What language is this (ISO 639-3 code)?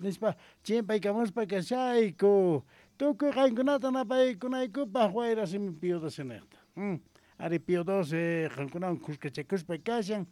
que